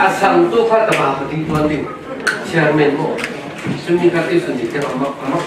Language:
Falam Chin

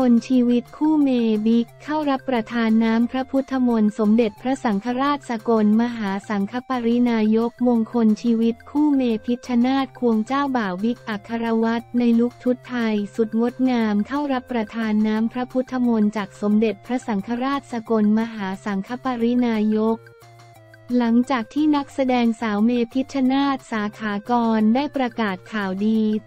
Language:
Thai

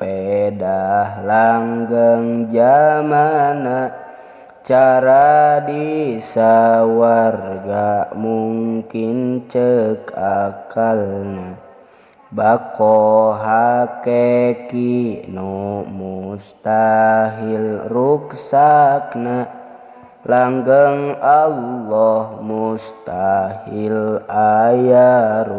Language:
Sundanese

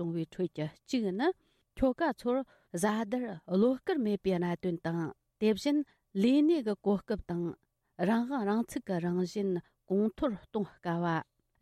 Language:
Tibetan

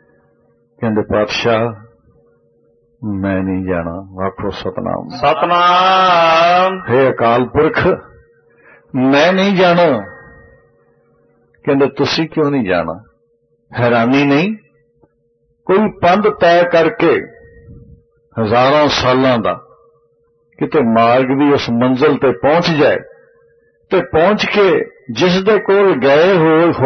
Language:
Punjabi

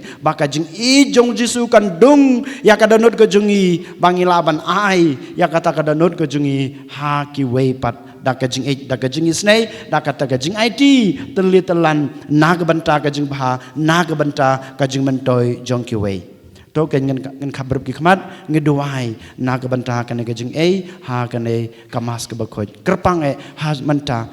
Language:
Khasi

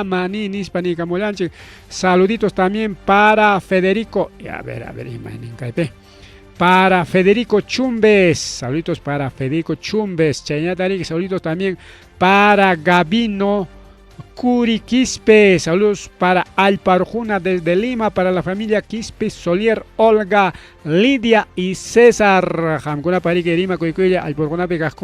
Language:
Ayacucho Quechua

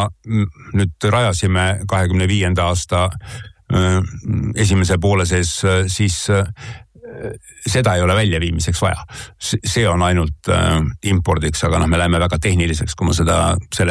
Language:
Estonian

